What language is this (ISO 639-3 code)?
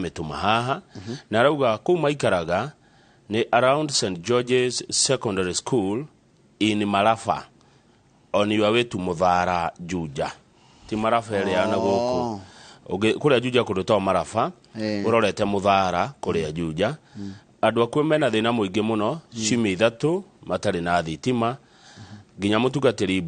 kik